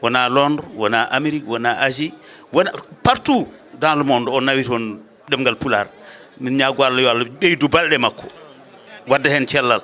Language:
Fula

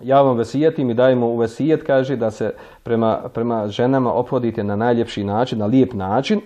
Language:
Bosnian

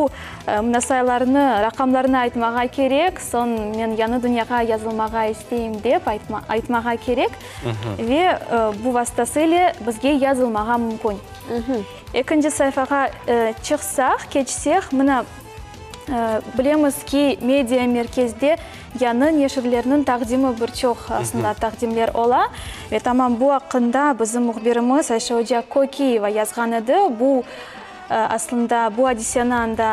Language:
Crimean Tatar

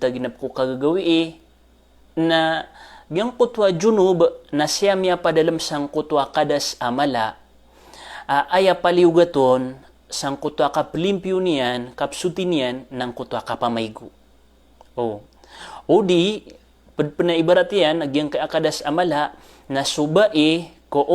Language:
Maranao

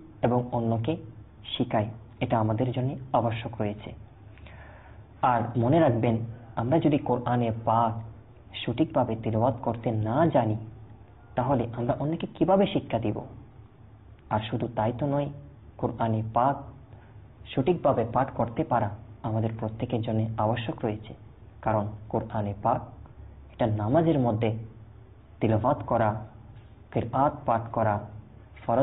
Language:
Bangla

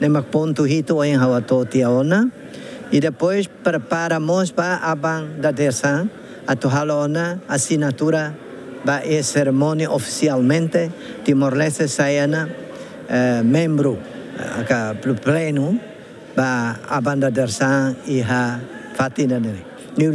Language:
Tetum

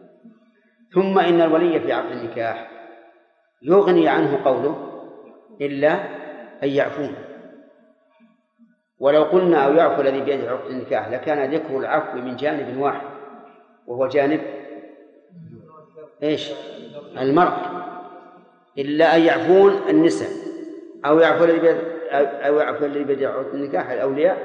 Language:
Arabic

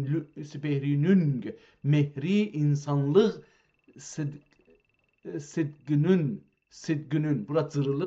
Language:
South Azerbaijani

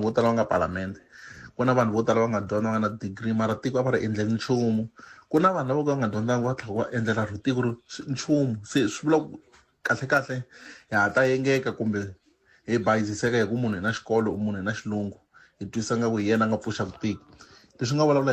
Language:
Tsonga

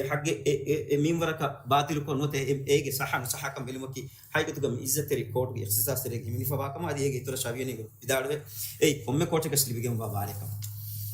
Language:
Divehi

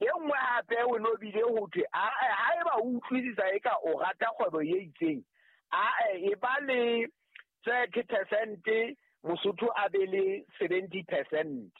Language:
Southern Sotho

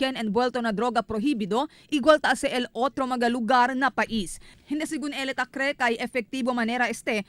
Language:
Chavacano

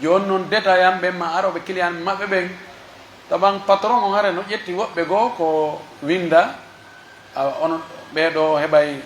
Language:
Pular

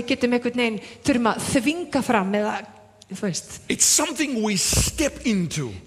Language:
Icelandic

